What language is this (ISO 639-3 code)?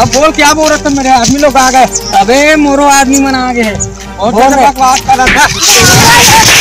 hne